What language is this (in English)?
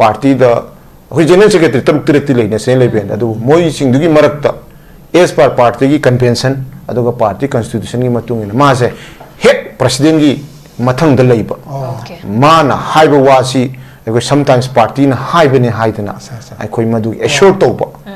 Manipuri